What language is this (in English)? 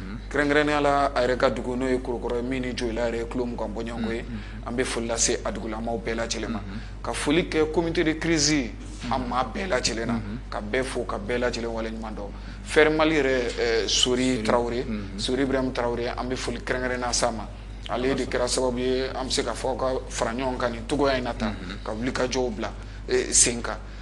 Bambara